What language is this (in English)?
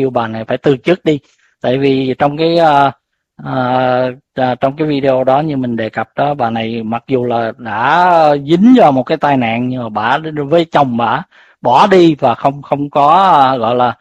Vietnamese